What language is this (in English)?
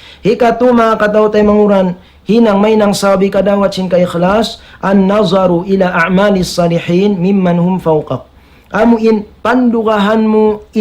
Tausug